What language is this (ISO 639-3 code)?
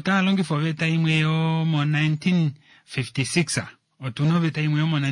kua